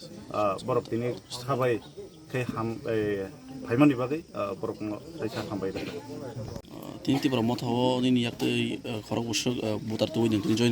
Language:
Kok Borok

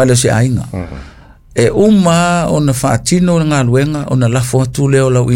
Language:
Samoan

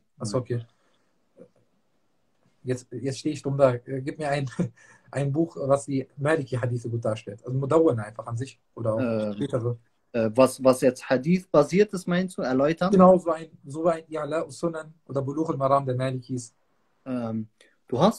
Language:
German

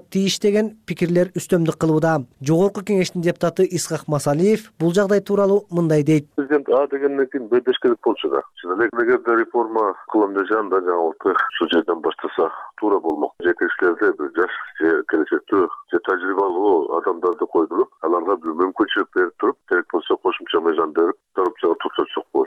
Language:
Kyrgyz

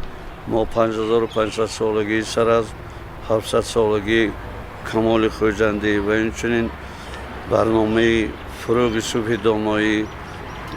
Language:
Tajik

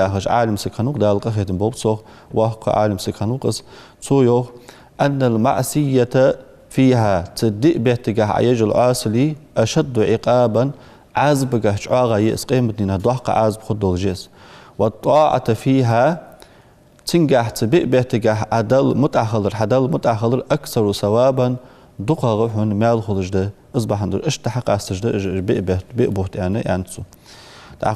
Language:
Ingush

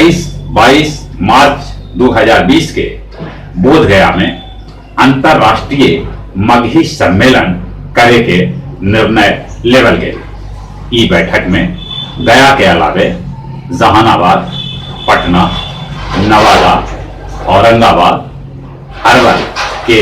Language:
Magahi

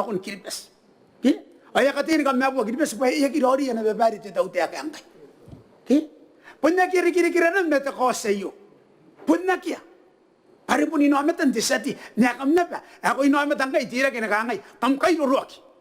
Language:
Gilbertese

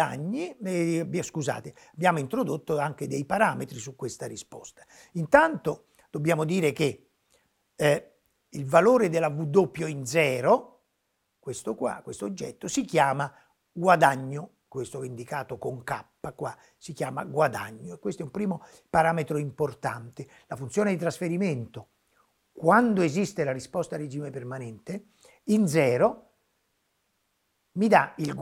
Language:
Italian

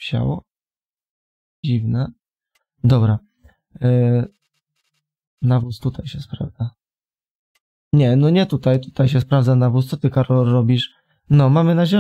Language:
Polish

